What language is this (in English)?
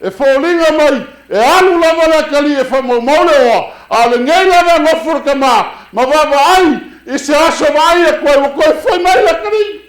Samoan